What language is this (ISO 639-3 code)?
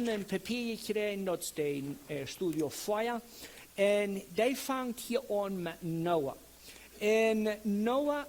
pdt